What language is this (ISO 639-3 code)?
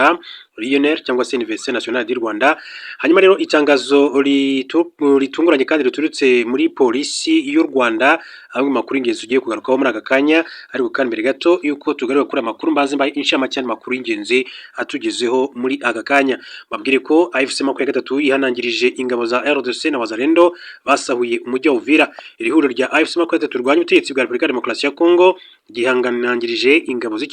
kin